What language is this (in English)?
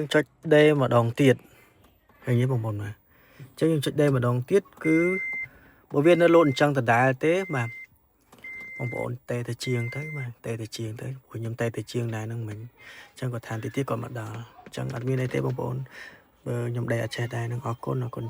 Khmer